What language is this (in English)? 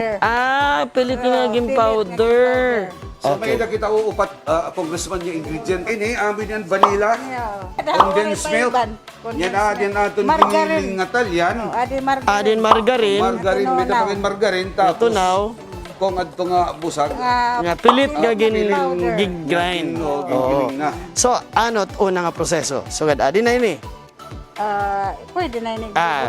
Waray